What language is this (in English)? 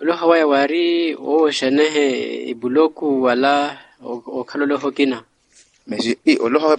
Makhuwa